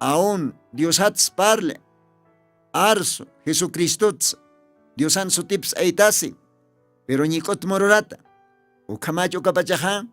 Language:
Aymara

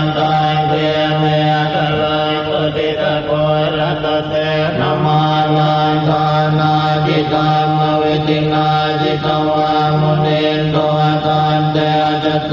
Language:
Pali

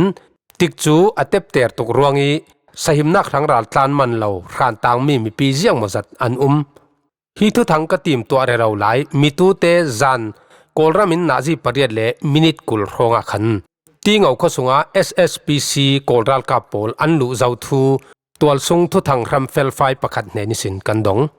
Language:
Falam Chin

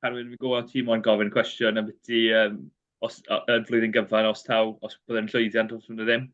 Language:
Welsh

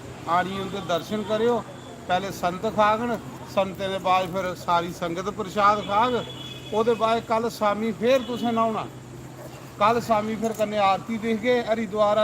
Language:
Dogri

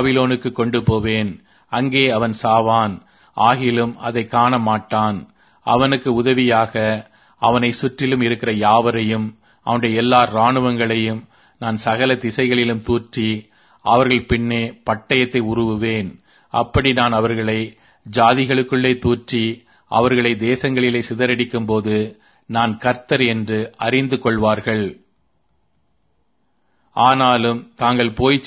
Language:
Tamil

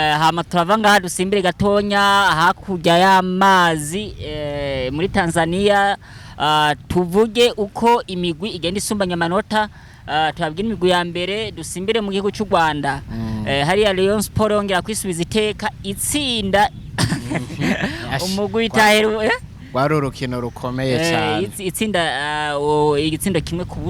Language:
Rundi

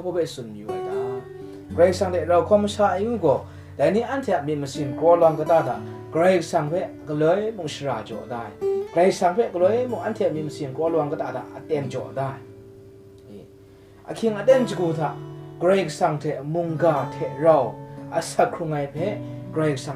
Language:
Kachin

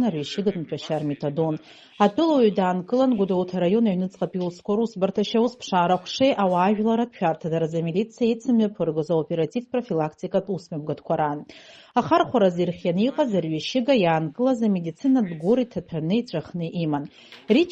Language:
Abkhazian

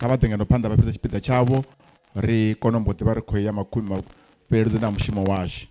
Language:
Venda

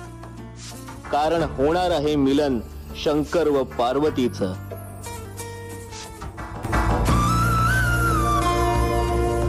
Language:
Marathi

